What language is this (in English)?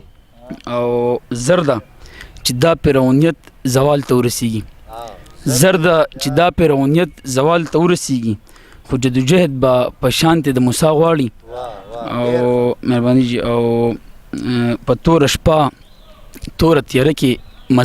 Pashto